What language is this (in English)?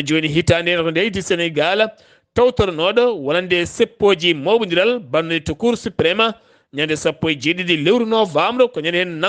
Fula